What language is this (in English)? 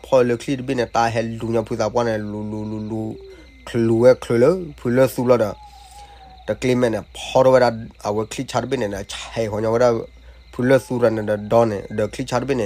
S'gaw Karen